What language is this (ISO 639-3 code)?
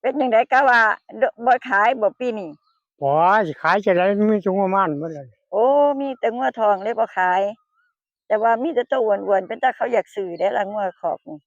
tts